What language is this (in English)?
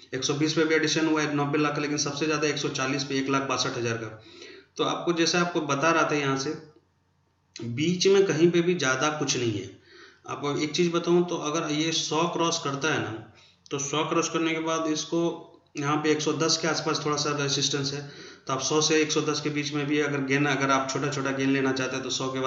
Hindi